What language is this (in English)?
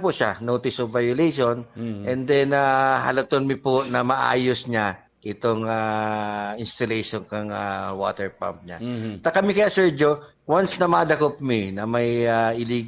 Bikol